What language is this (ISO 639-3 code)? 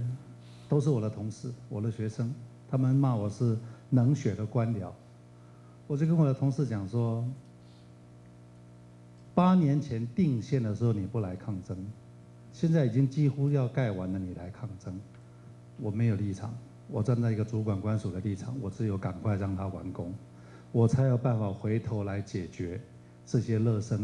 zho